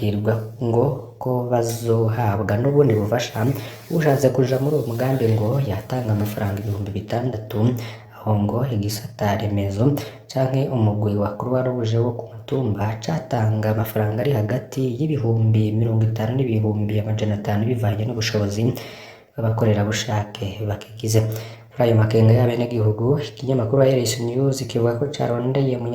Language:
Rundi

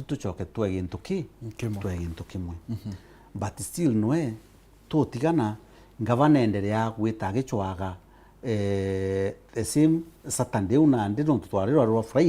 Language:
Meru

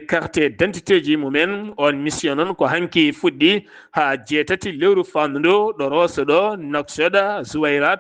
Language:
Fula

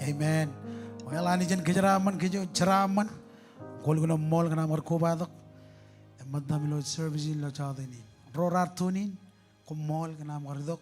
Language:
Marshallese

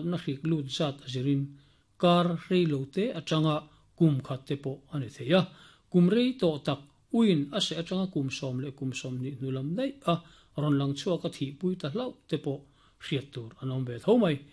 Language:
Mizo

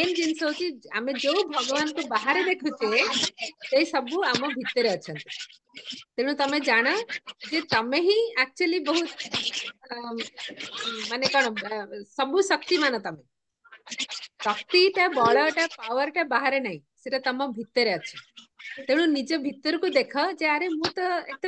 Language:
Odia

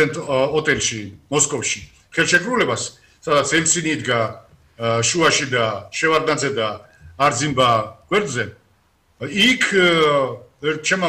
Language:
Georgian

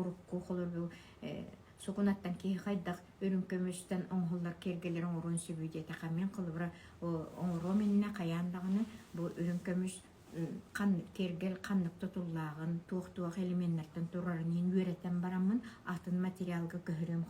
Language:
Yakut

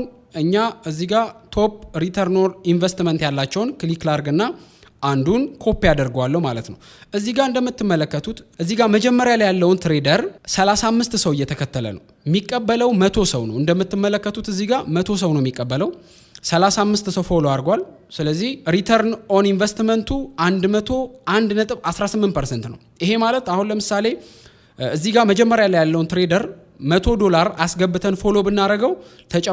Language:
Amharic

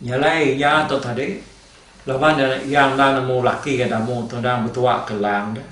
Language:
Iban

